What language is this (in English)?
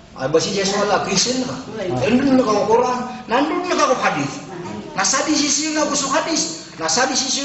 Maranao